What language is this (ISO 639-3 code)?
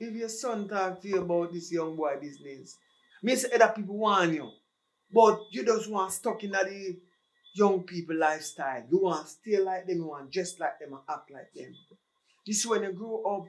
jam